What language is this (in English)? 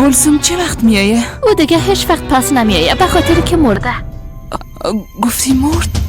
Persian